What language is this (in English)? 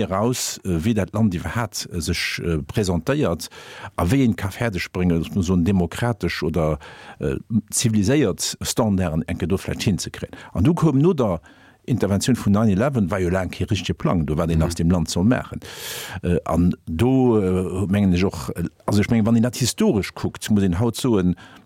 Luxembourgish